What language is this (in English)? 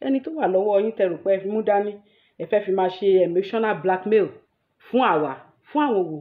Yoruba